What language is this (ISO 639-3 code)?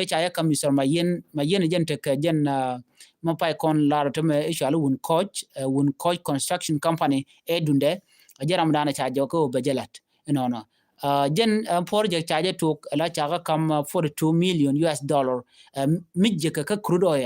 nus